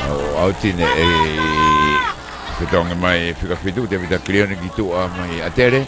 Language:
Tongan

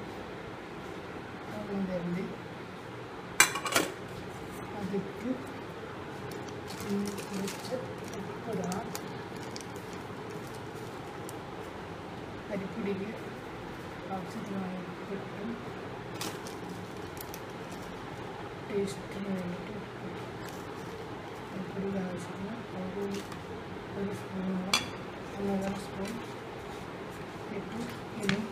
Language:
Malayalam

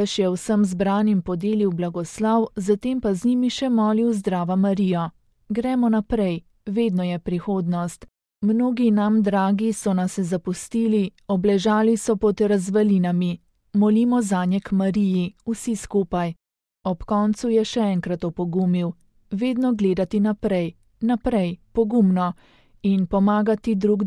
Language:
Slovenian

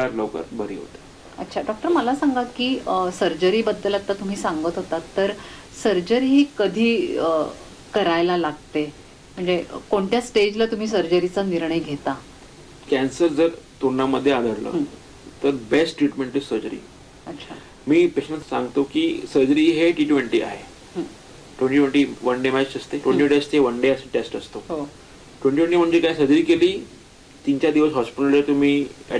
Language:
Marathi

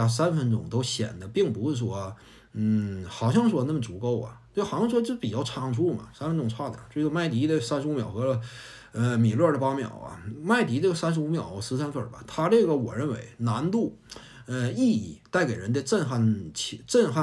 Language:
Chinese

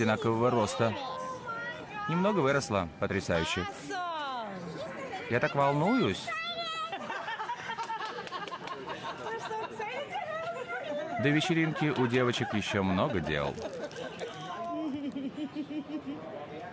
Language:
Russian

